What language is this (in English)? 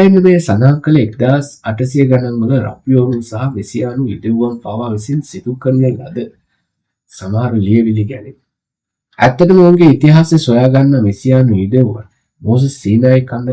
Sinhala